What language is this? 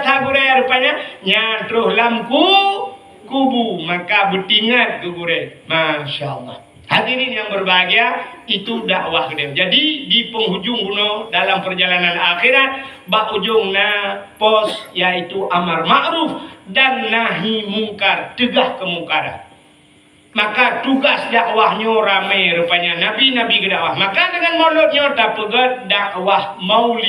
Achinese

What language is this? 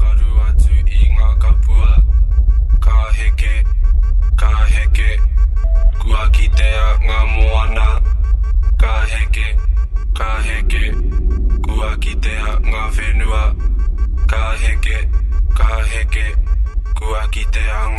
Māori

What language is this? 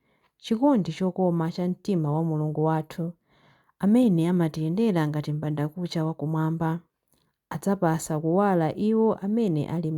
Nyanja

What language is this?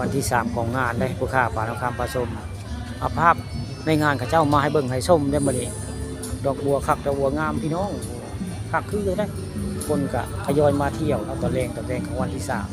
Northeastern Thai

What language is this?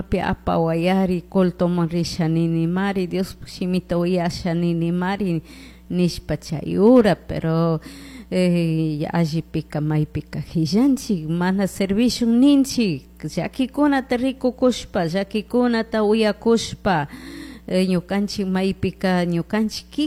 Chimborazo Highland Quichua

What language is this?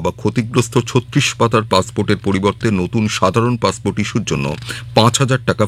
Bangla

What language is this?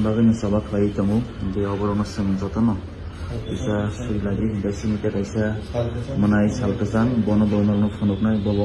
Kok Borok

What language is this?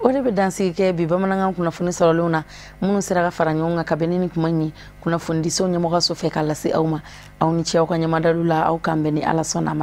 Bambara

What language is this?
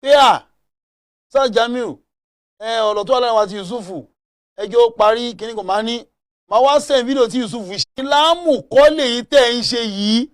Yoruba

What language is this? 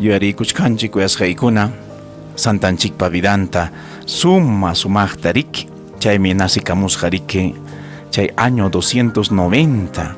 Ayacucho Quechua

